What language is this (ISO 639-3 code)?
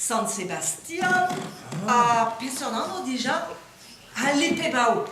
bre